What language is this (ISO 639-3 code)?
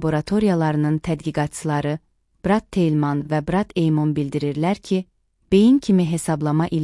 aze